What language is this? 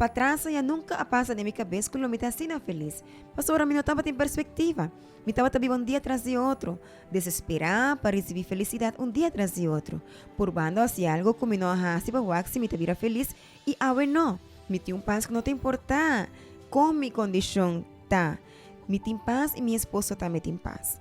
Papiamento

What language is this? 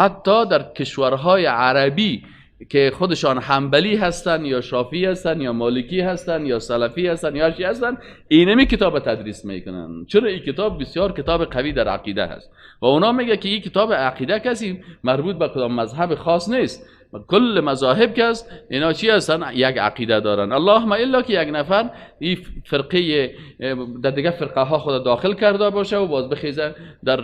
Persian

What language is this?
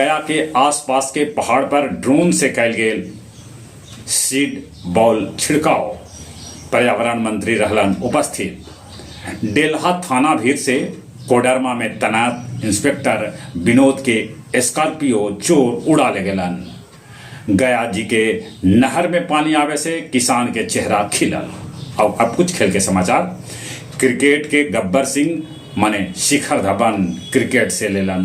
Magahi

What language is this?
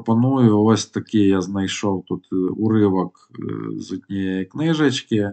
Ukrainian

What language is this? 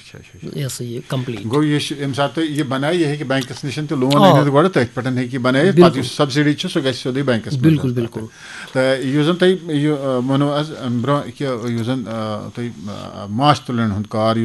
Kashmiri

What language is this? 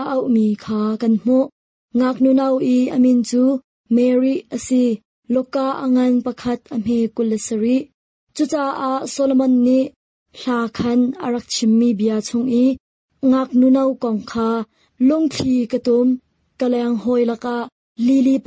Hakha Chin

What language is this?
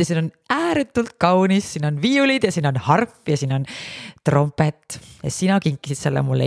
Estonian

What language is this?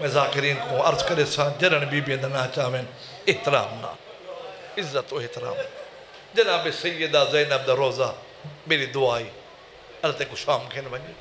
Saraiki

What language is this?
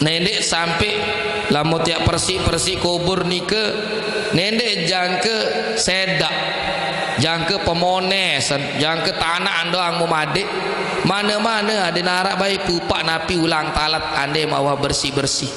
Sasak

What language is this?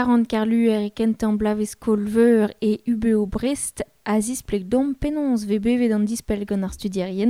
Breton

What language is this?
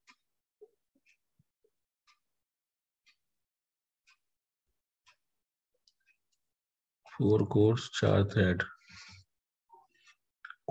Hindi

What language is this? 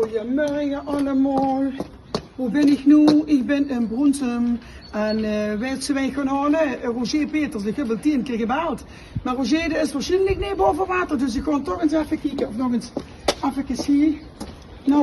Limburgish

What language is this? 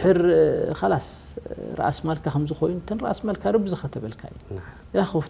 Tigrinya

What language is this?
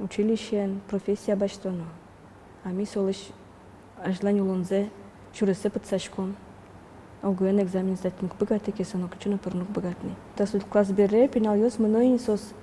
Udmurt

